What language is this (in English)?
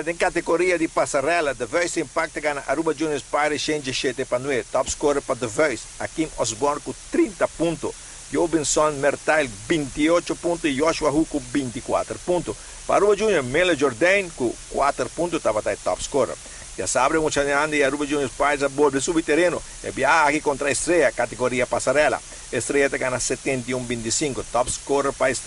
Papiamento